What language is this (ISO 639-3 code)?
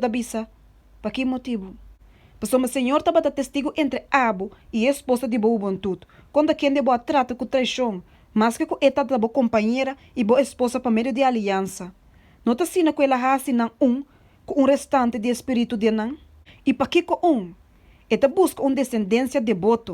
pap